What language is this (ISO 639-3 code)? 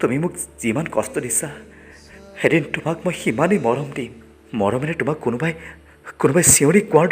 asm